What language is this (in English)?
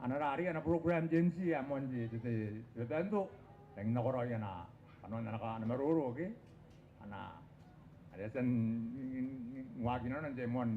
Gilbertese